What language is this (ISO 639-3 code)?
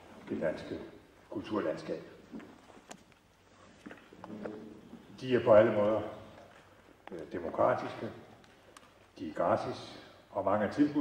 dan